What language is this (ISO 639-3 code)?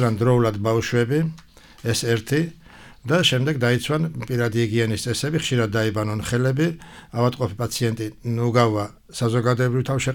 kat